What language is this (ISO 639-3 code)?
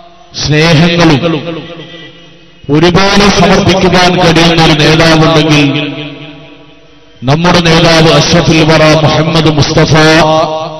mal